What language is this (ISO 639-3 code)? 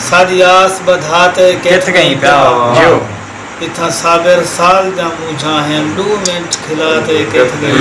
skr